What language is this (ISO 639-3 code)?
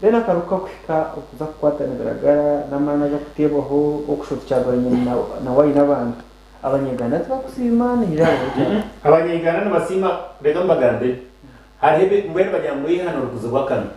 nyn